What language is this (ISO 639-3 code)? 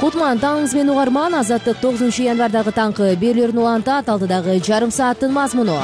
kir